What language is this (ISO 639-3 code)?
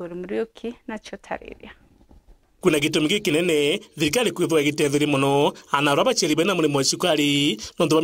mer